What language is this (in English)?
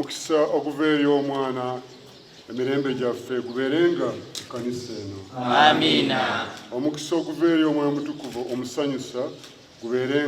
Ganda